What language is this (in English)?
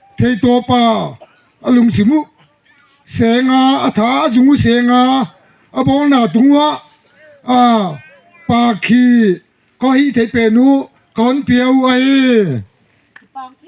Paite Chin